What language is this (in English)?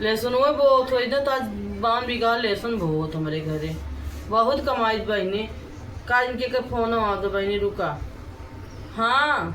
Awadhi